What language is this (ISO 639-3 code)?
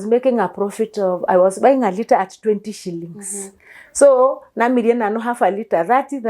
mas